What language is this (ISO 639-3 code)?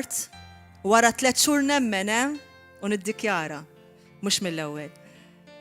mlt